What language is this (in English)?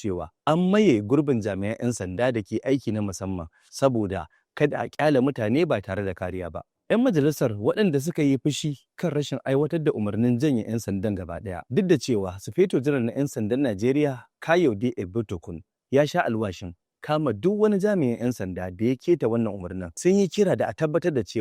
Hausa